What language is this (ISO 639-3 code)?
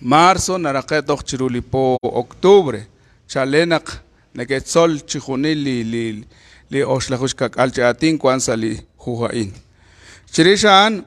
kek